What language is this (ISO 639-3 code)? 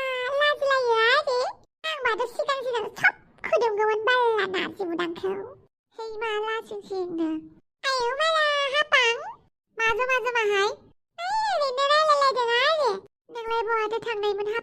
brx